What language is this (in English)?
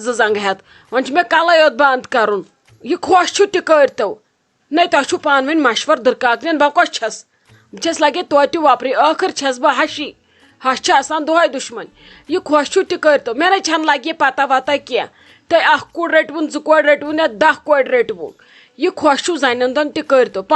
Kashmiri